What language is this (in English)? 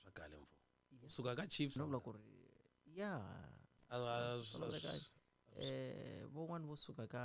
Tsonga